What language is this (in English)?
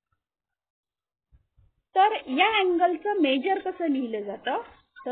Marathi